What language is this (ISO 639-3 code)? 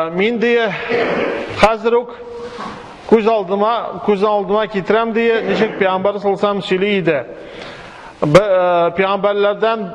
tat